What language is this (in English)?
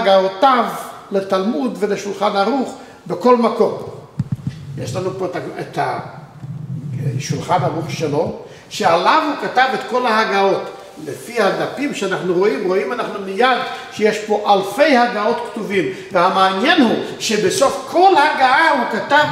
Hebrew